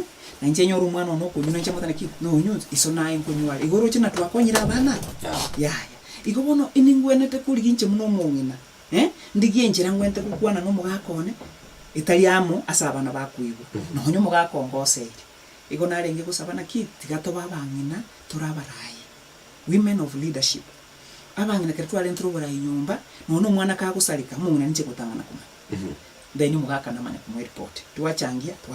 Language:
Gusii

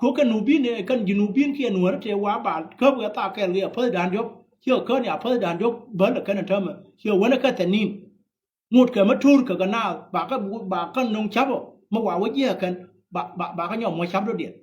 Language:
Nuer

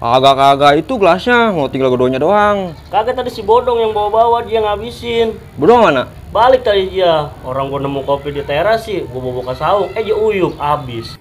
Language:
Betawi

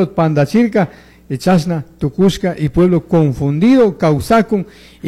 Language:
Chimborazo Highland Quichua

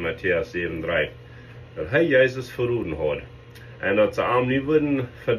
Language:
Plautdietsch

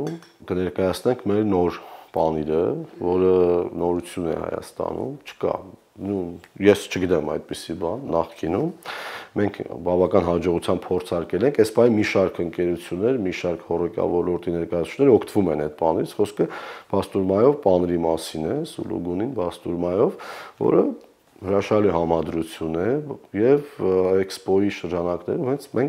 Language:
Armenian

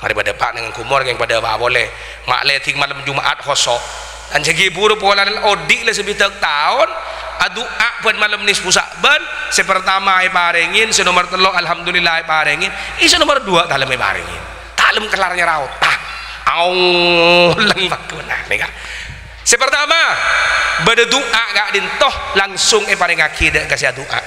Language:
Madurese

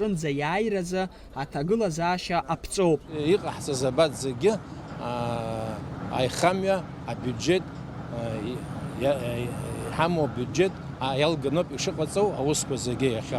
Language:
Abkhazian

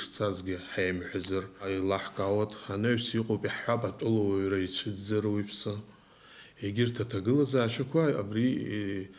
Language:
Abkhazian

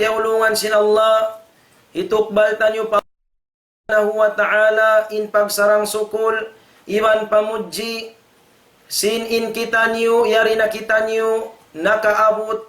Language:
Tausug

